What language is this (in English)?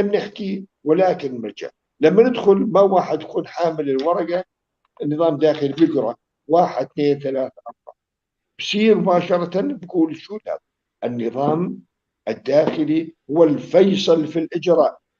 North Levantine Arabic